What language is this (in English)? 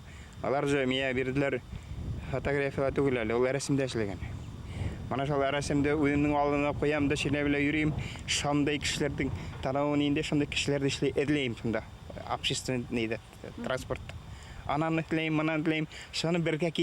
Bashkir